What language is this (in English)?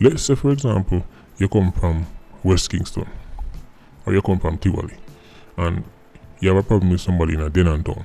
Jamaican Creole English